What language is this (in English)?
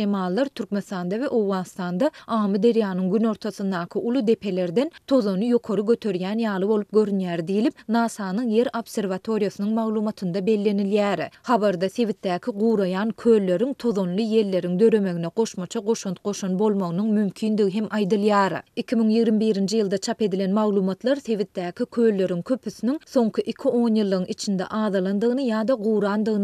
Turkmen